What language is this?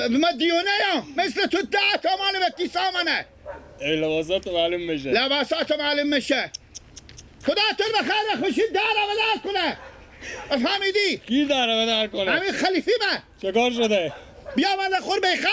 Persian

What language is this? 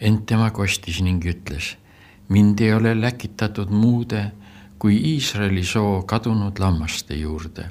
Estonian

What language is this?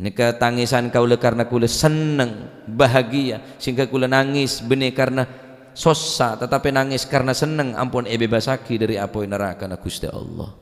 Madurese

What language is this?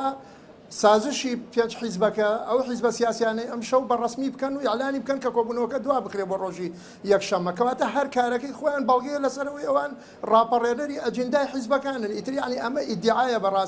Central Kurdish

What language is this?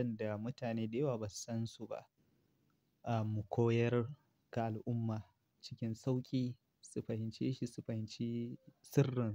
Hausa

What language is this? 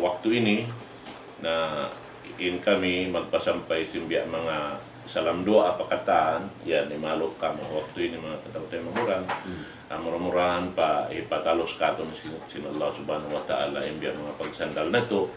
Tausug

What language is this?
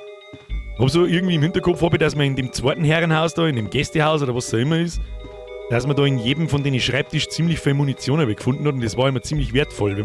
Bavarian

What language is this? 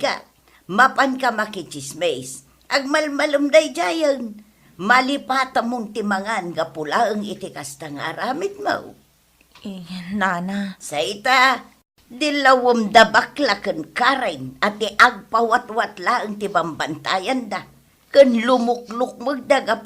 Iloko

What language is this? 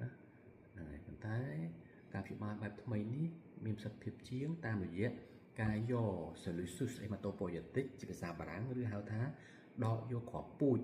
Khmer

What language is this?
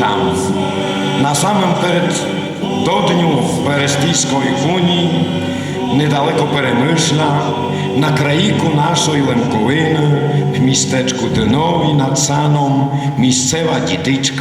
Rusyn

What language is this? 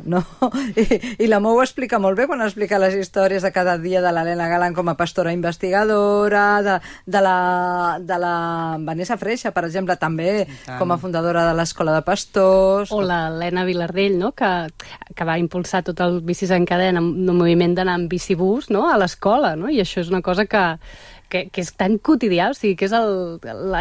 Catalan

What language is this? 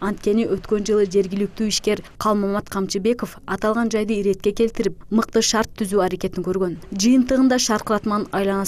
Kyrgyz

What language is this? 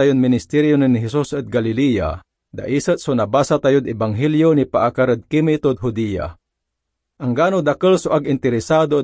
Pangasinan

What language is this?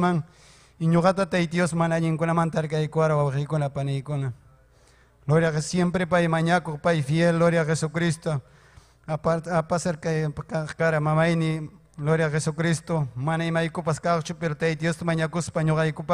Ayacucho Quechua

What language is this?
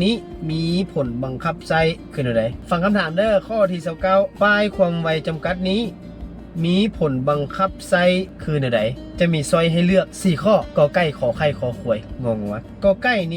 Lao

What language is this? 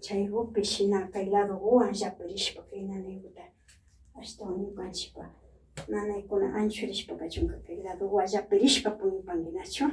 Imbabura Highland Quichua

